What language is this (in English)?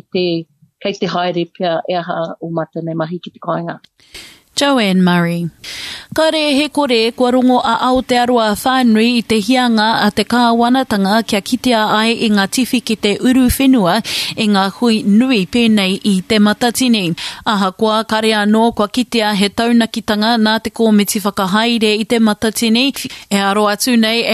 Māori